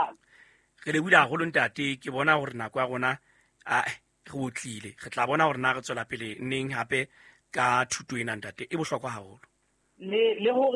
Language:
Southern Sotho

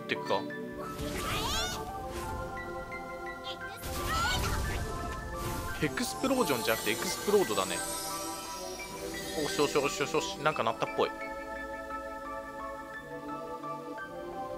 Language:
Japanese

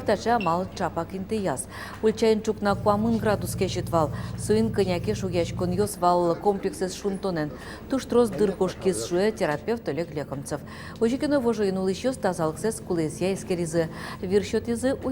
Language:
Udmurt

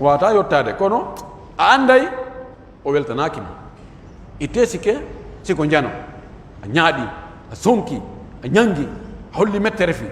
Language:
Pular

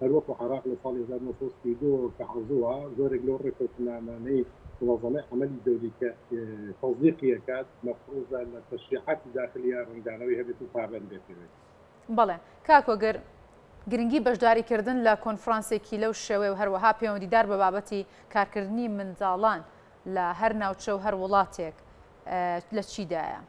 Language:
Central Kurdish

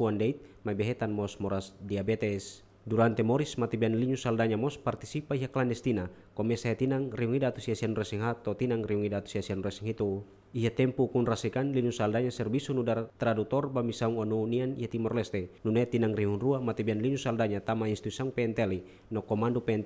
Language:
Tetum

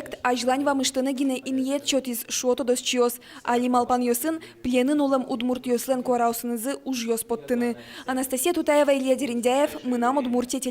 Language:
Udmurt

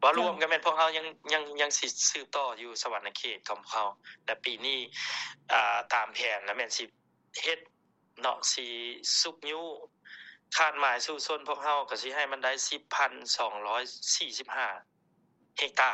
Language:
Lao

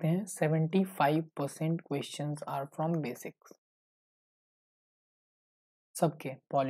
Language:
Hindi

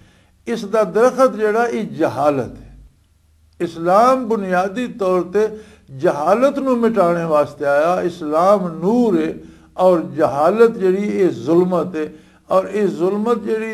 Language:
Western Panjabi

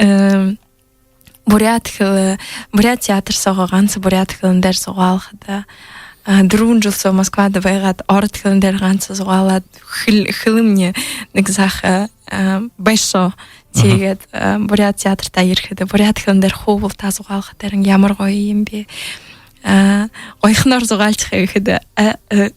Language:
Buriat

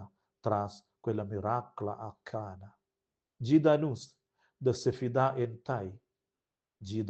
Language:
Romansh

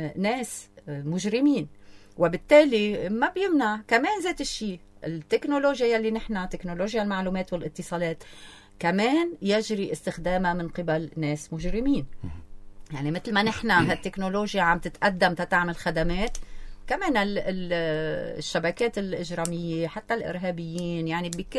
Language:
North Levantine Arabic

